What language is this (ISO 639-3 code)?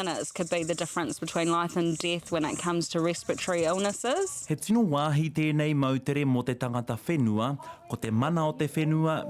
mri